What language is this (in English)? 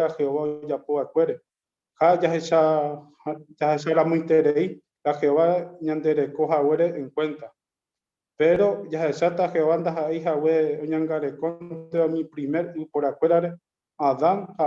Guarani